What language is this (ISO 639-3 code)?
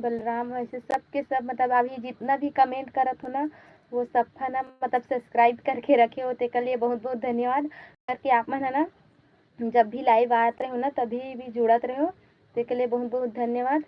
hne